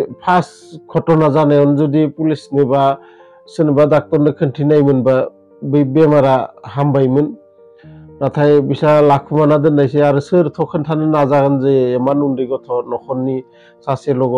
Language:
Bodo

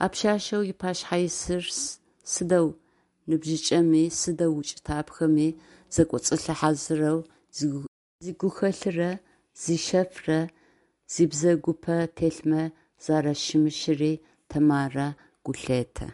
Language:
Adyghe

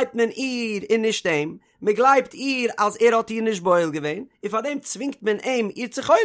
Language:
Yiddish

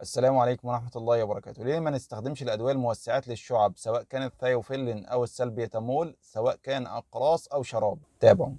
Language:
Egyptian Arabic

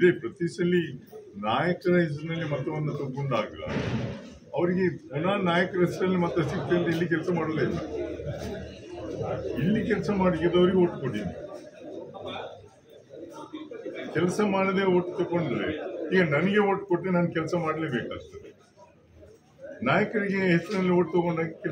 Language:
Kannada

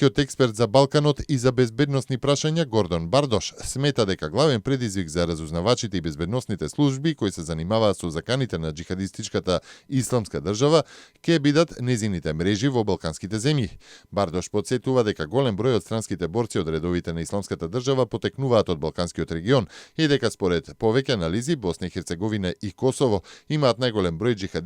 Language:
Macedonian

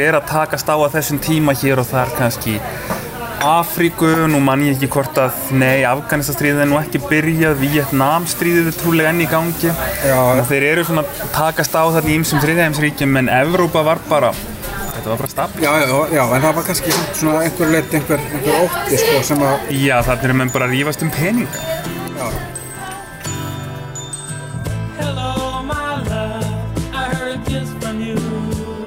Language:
Icelandic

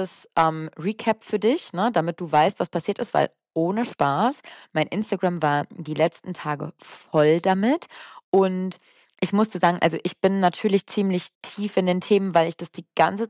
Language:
German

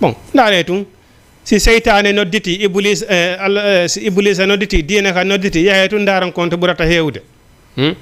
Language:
Fula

